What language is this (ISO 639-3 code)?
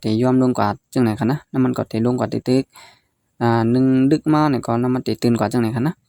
shn